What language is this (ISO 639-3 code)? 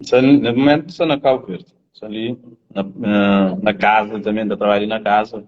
kea